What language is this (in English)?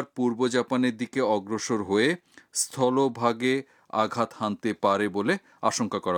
Bangla